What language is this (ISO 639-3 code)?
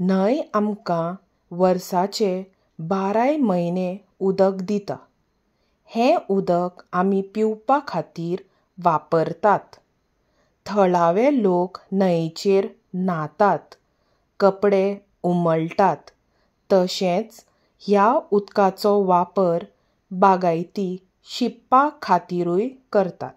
kok